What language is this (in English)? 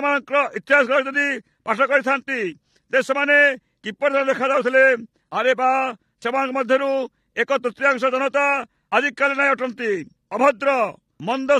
Odia